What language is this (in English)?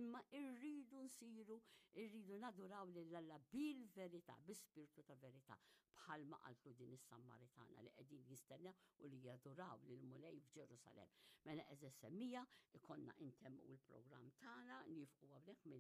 Maltese